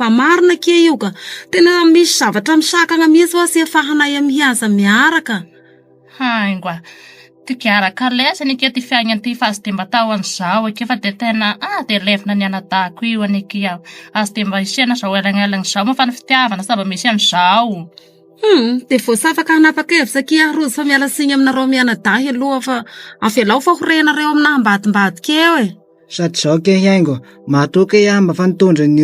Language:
Malagasy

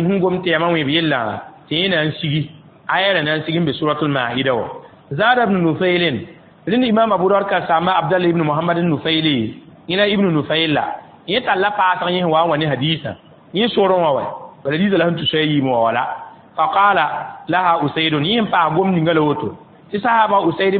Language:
Mossi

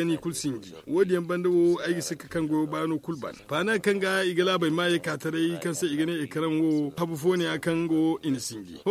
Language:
Zarma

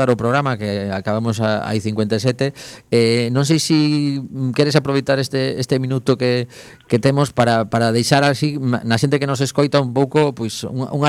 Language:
Galician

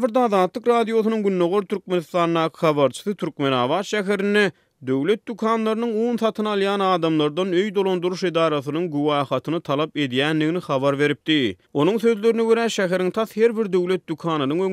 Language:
Turkmen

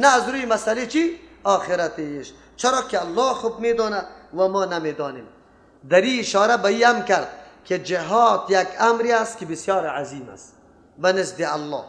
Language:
Persian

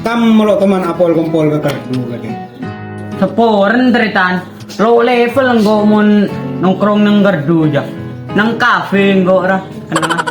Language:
Madurese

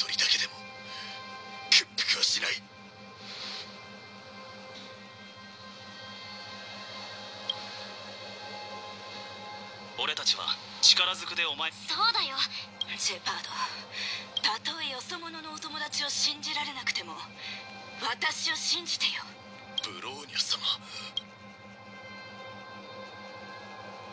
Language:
Japanese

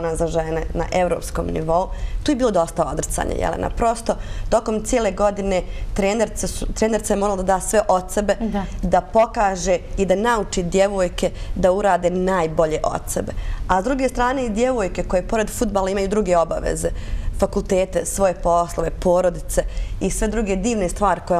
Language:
Bosnian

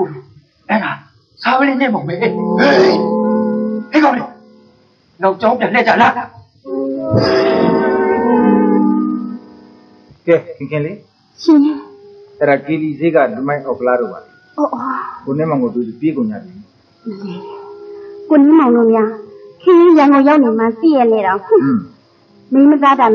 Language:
Burmese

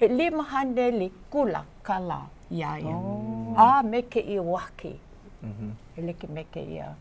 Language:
Hawaiian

